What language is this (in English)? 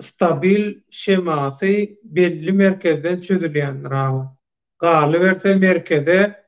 Turkmen